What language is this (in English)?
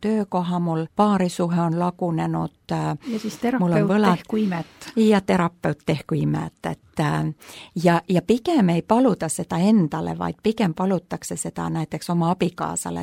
Estonian